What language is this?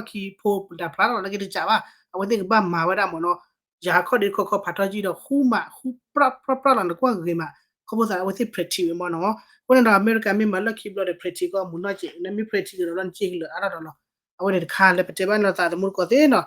S'gaw Karen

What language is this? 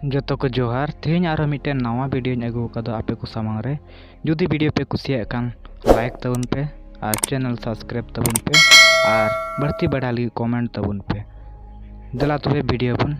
Santali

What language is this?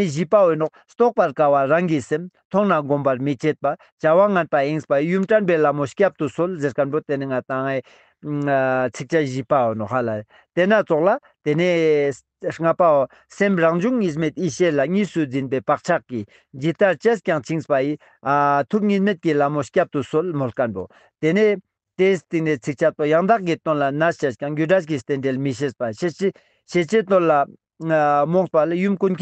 Ladakhi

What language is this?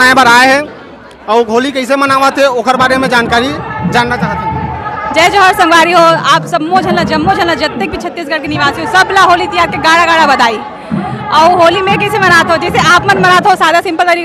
Chhattisgarhi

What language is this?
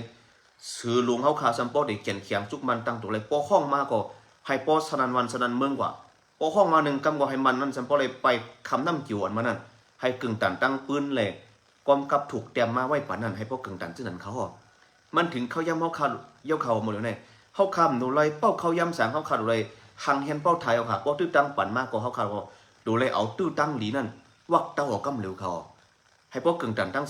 Shan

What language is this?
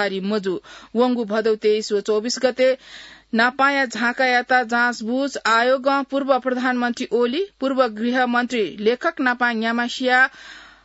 Newari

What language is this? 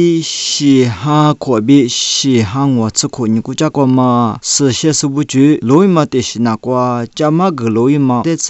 Lisu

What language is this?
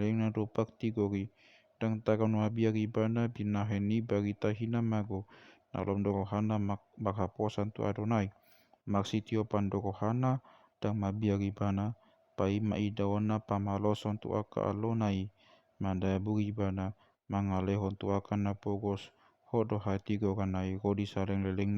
Batak Toba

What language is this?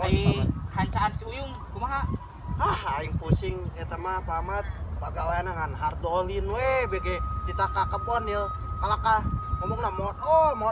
Sundanese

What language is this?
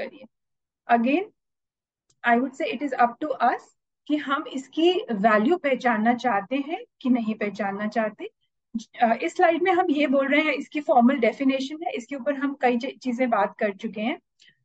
Hindi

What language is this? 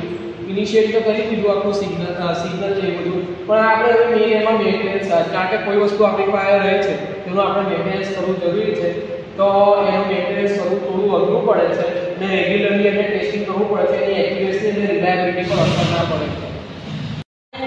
Gujarati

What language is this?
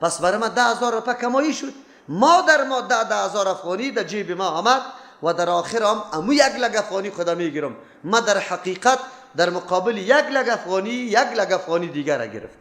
Persian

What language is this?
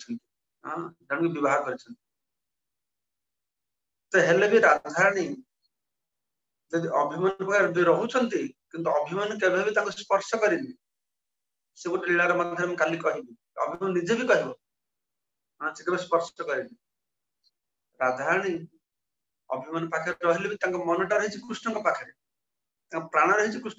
Odia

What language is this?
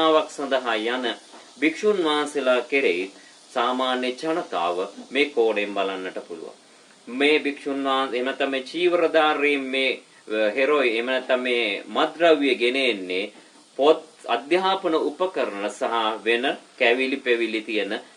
Sinhala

